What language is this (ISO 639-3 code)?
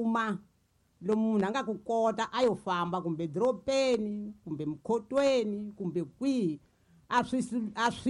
tso